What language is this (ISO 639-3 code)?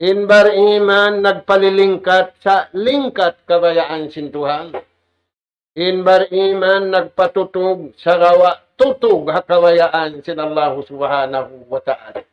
tsg